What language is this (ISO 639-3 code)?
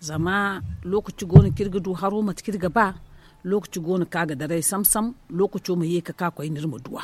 dje